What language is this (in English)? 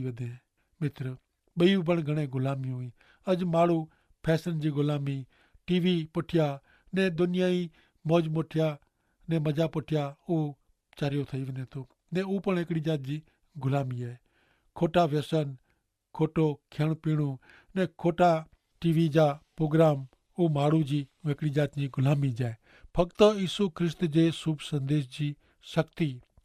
Kachhi